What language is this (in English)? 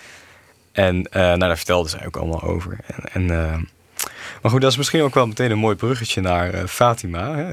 Dutch